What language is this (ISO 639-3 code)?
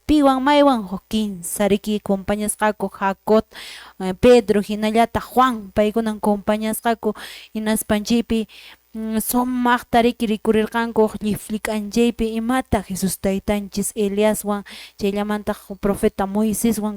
que